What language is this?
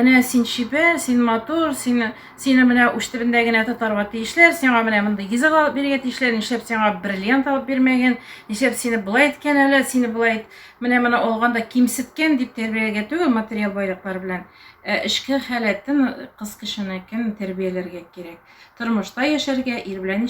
Tatar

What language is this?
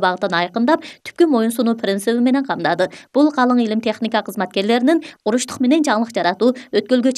Kyrgyz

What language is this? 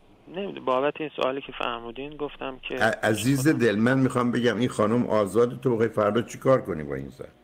Persian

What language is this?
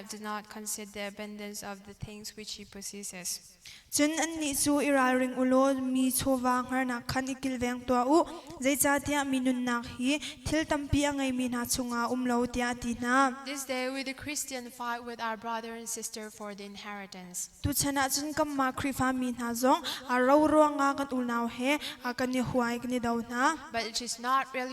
Hakha Chin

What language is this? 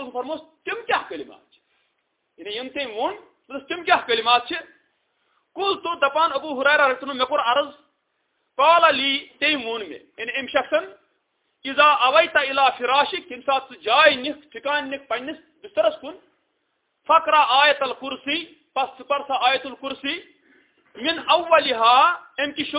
Kashmiri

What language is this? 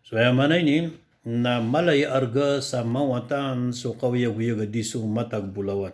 Maranao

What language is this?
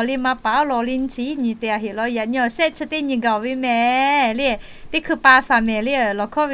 Lahu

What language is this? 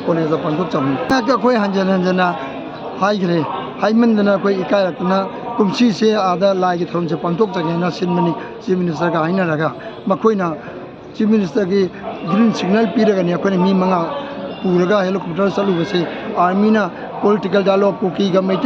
Manipuri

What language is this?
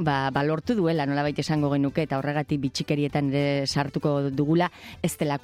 Basque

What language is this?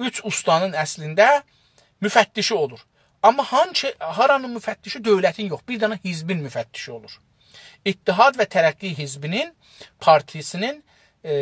South Azerbaijani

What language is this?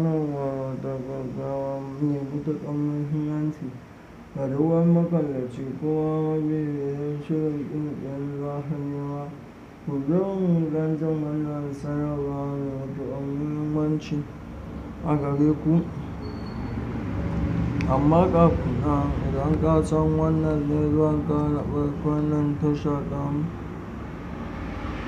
Hausa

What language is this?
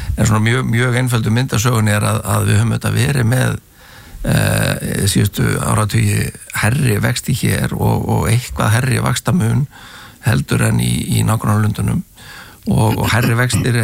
Icelandic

